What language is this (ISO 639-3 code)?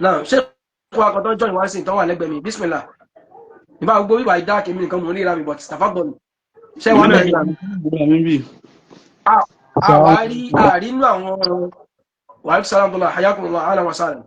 yor